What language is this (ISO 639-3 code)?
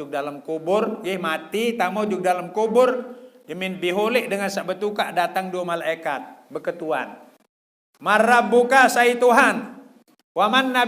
sas